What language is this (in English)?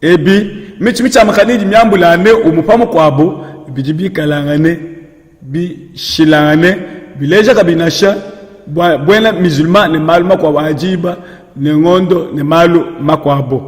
Luba-Lulua